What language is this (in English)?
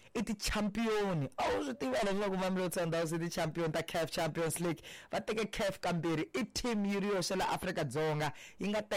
Tsonga